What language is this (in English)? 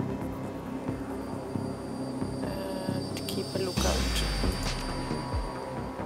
English